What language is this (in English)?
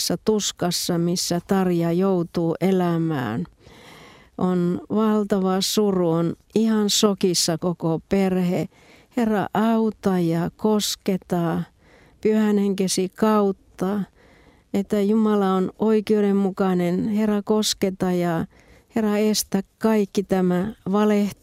Finnish